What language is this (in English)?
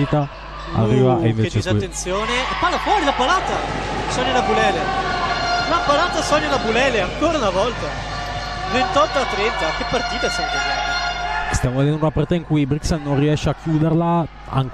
Italian